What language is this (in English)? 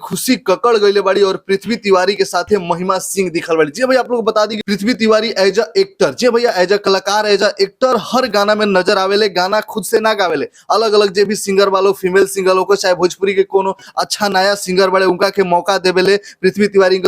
Bhojpuri